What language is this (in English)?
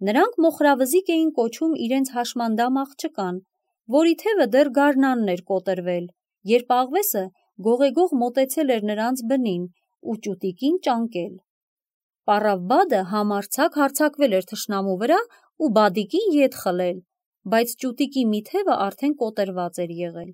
Armenian